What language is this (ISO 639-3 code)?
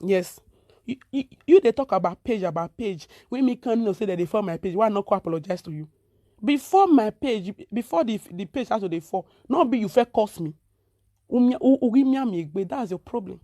pcm